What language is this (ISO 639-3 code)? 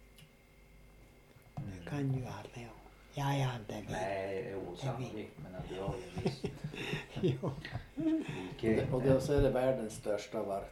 swe